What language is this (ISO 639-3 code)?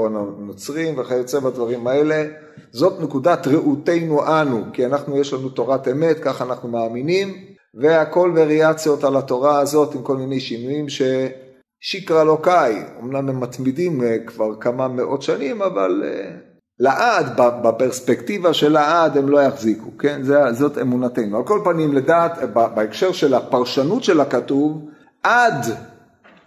heb